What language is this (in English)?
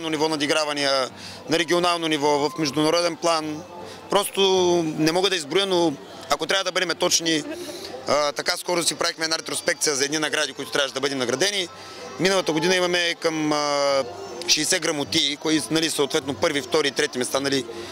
Bulgarian